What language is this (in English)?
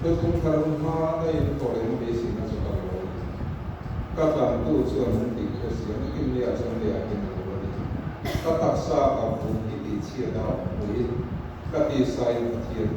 Mizo